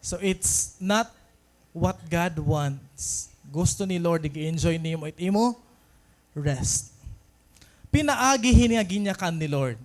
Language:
Waray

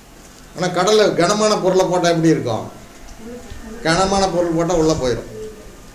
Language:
Tamil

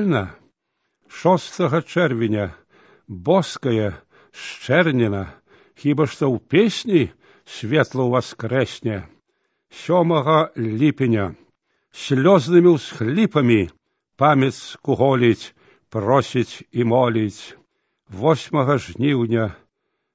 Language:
Belarusian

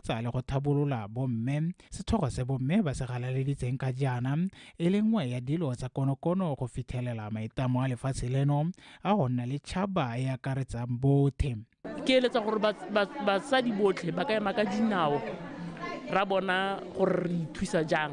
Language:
Tswana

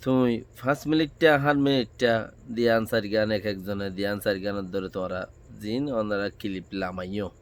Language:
Rohingya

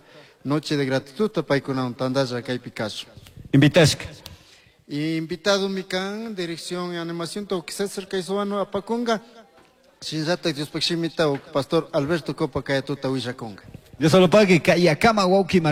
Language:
Chimborazo Highland Quichua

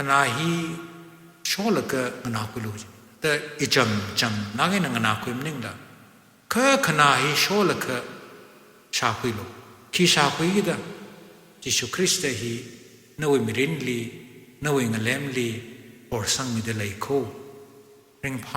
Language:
Tangkhul Naga (India)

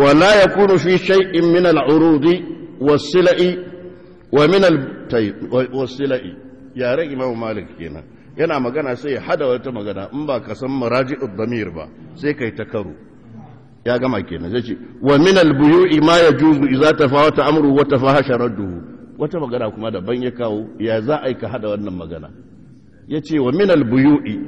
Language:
Hausa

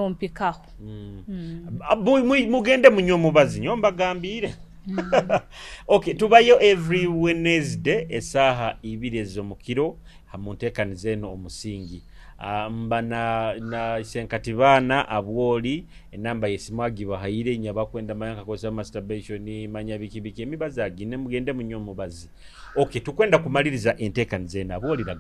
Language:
Nyoro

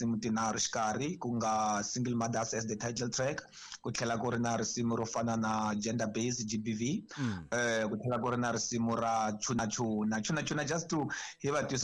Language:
Tsonga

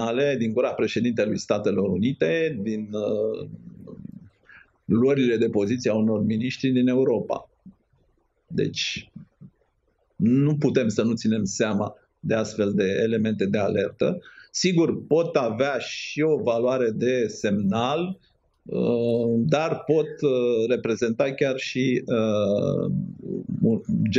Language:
Romanian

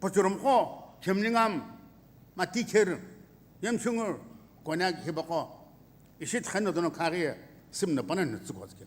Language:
Sumi Naga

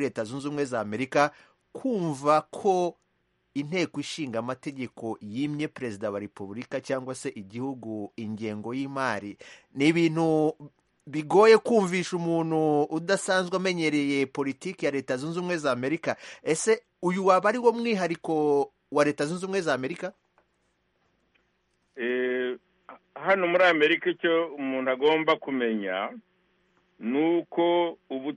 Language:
Kinyarwanda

